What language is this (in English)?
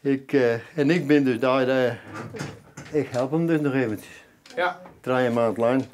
Western Frisian